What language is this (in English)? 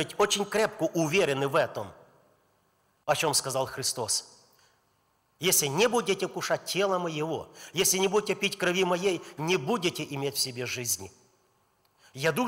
Russian